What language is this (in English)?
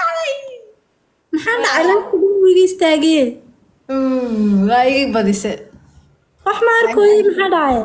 Somali